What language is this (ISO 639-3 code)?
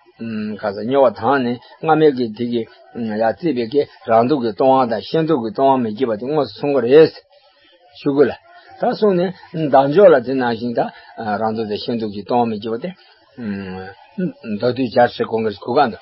bod